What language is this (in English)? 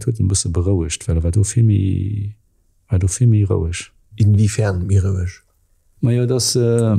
Luxembourgish